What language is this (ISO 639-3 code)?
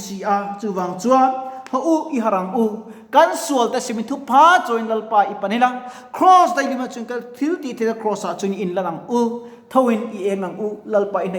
lus